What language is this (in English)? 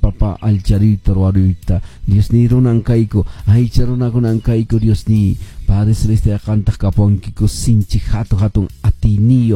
Quechua